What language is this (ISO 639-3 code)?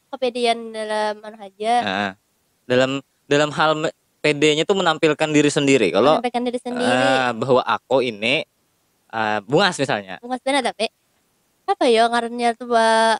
bjn